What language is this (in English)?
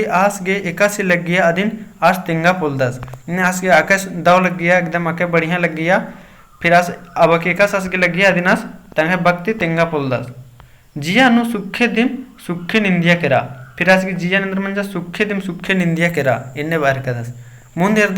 Kurukh